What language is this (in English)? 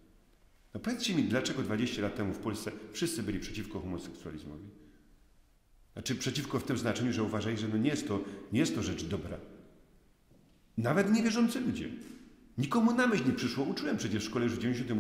Polish